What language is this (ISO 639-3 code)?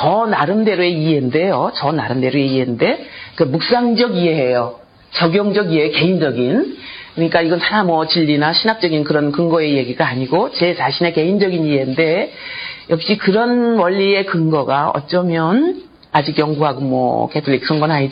kor